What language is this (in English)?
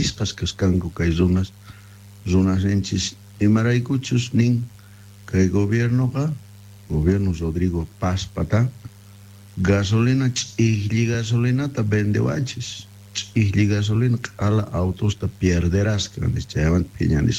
South Bolivian Quechua